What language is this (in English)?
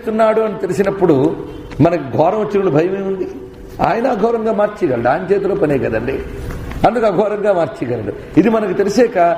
Telugu